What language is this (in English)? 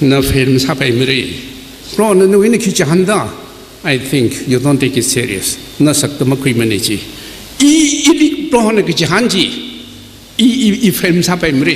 Tangkhul Naga (India)